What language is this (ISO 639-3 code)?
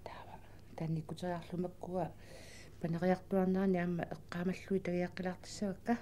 kal